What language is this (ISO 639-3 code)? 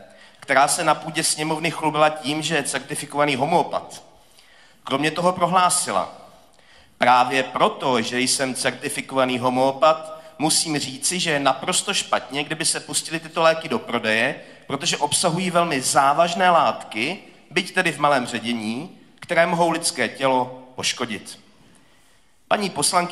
ces